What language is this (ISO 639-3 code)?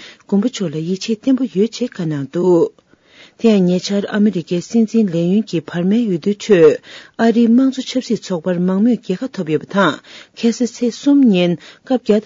bod